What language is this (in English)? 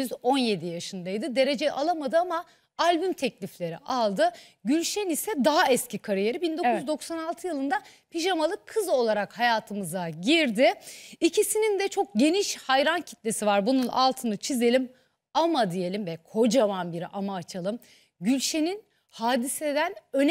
Turkish